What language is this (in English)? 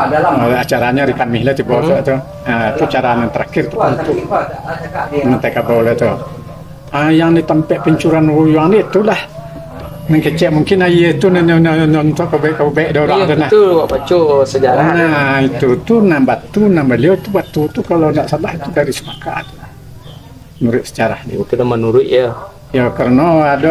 Minangkabau